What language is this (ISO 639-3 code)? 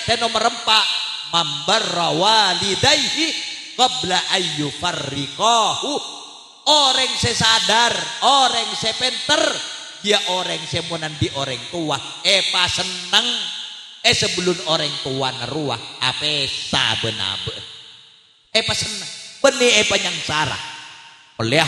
mad